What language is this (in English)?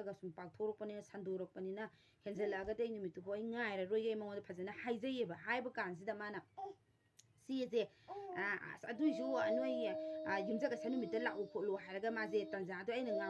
Manipuri